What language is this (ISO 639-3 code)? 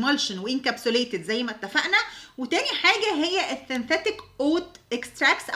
arz